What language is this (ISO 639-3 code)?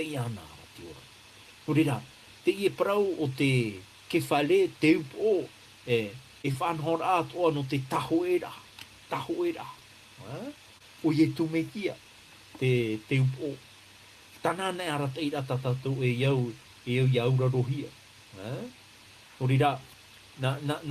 tah